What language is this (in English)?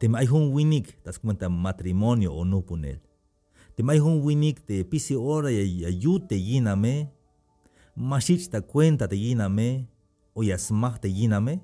Tzeltal